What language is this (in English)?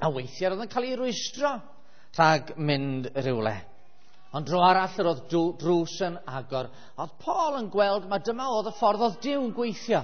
Welsh